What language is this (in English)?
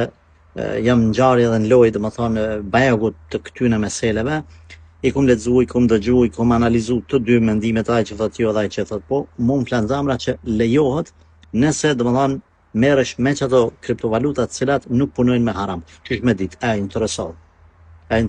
Albanian